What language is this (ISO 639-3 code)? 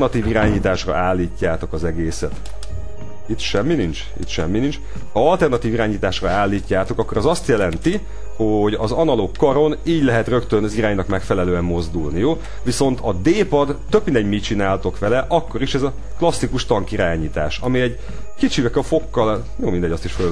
hun